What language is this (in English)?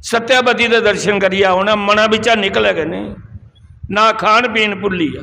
Dogri